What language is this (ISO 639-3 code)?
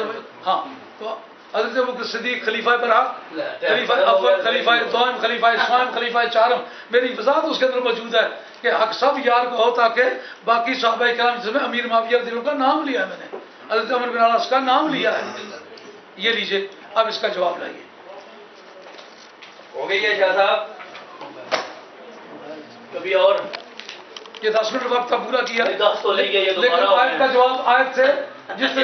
urd